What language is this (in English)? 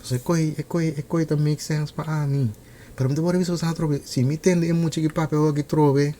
Papiamento